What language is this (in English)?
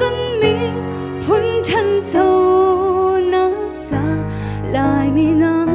Hakha Chin